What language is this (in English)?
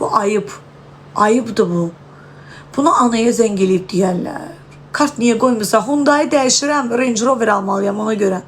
Azerbaijani